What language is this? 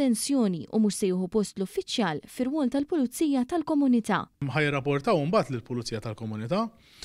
Maltese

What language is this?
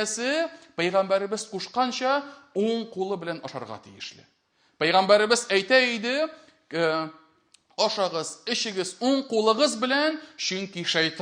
Tatar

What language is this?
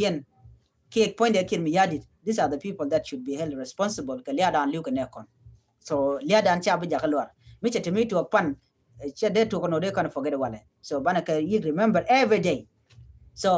Nuer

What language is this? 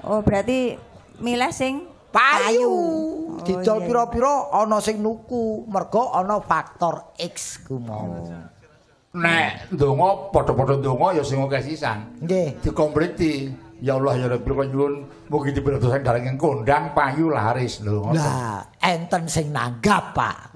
Javanese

